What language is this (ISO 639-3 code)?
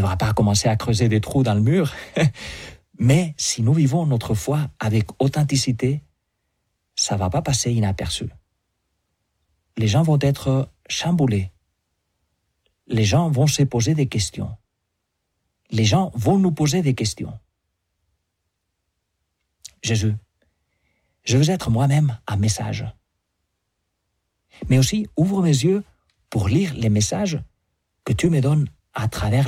fra